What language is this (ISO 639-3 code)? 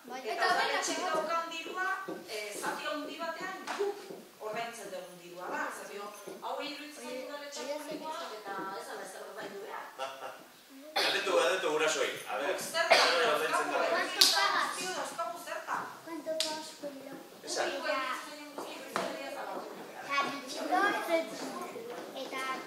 eus